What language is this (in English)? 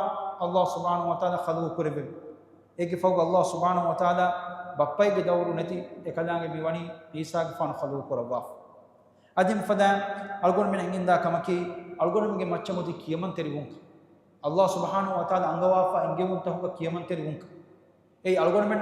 Divehi